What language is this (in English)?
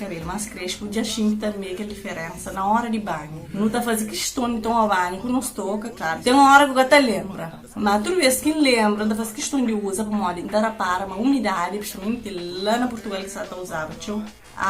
Kabuverdianu